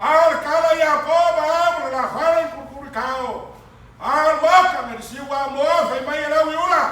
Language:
Samoan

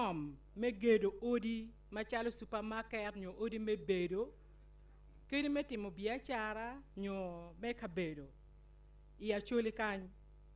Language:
Acoli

